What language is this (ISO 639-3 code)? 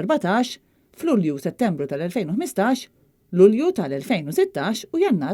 mlt